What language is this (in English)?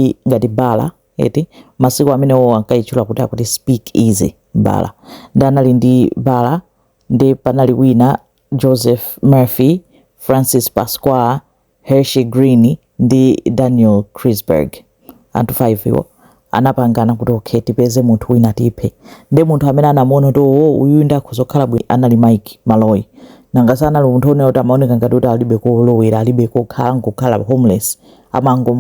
Nyanja